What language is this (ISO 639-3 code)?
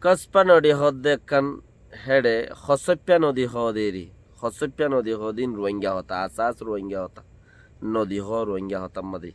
rhg